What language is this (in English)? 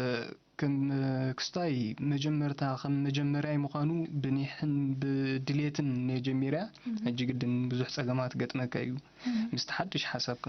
Tigrinya